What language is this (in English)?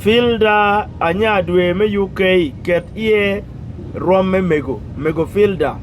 Acoli